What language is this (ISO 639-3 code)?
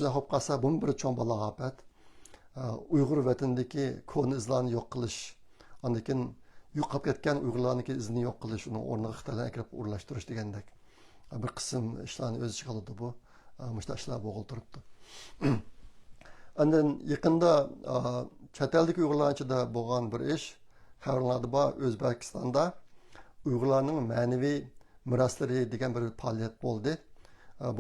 uig